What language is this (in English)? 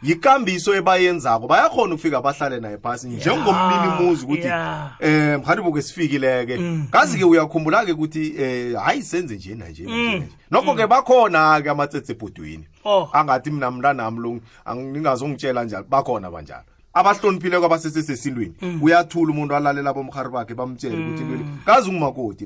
South Ndebele